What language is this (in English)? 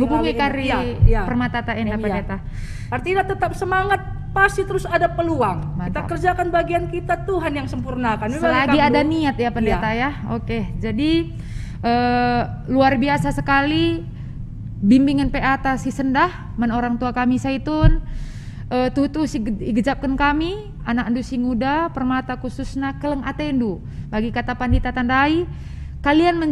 Batak Karo